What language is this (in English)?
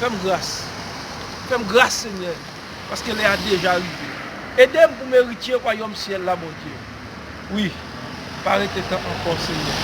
Haitian Creole